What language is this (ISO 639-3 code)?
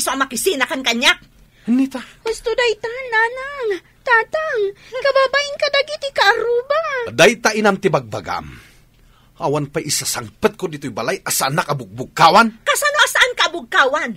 ilo